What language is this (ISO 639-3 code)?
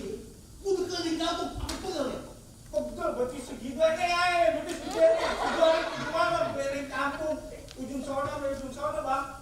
bew